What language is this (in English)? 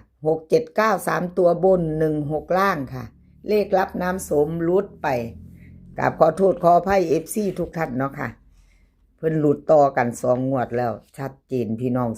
Northeastern Thai